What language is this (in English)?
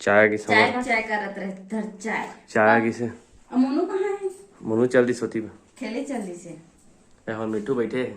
Chhattisgarhi